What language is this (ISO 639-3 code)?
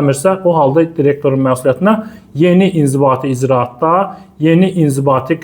aze